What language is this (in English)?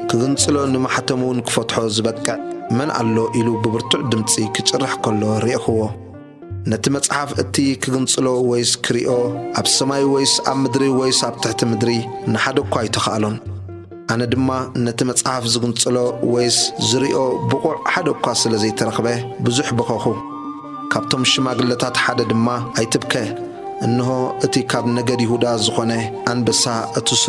Tigrinya